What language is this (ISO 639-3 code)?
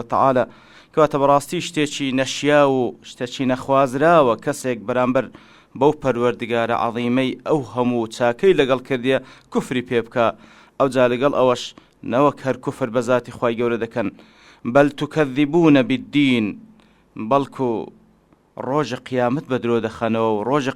ckb